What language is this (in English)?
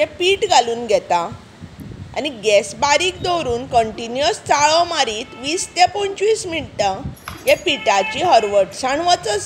Konkani